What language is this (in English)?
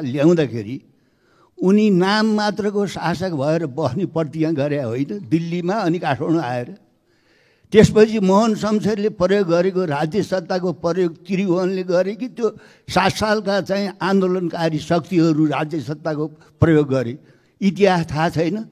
Nepali